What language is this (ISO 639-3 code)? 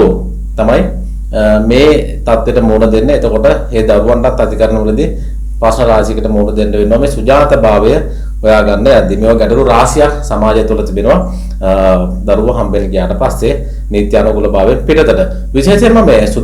sin